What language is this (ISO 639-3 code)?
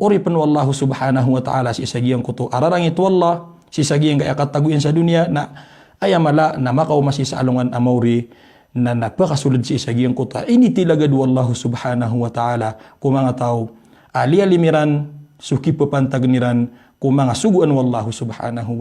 mrw